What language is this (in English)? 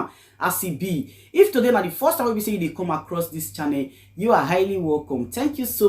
Nigerian Pidgin